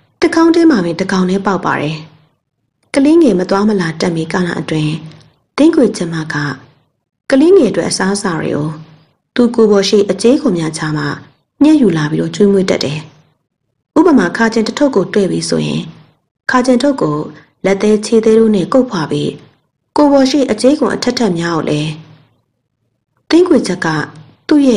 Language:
Burmese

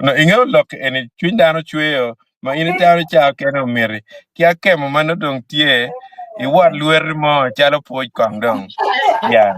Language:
Acoli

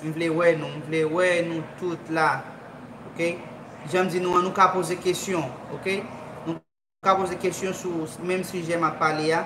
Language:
Haitian Creole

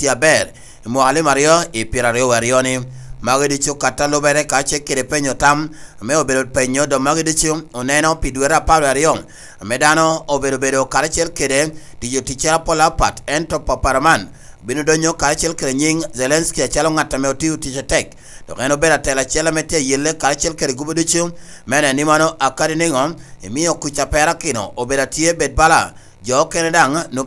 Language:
Lango (Uganda)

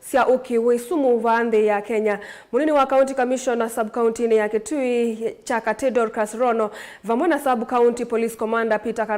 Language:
Kamba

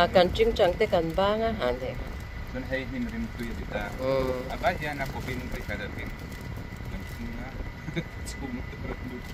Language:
Mizo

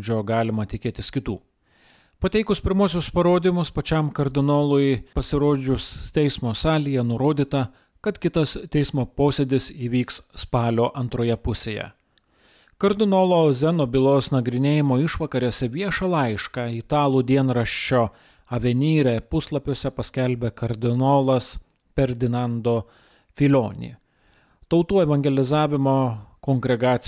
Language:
Lithuanian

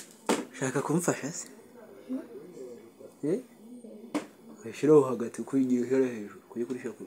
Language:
Kinyarwanda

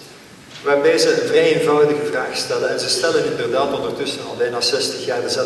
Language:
Dutch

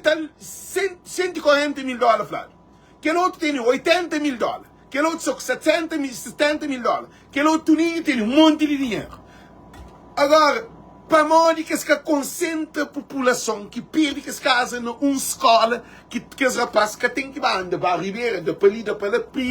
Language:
Kabuverdianu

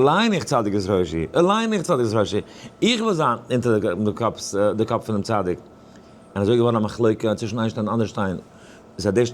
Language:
Yiddish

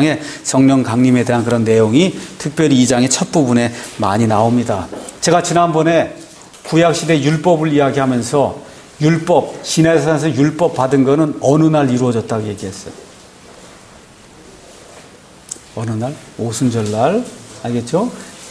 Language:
Korean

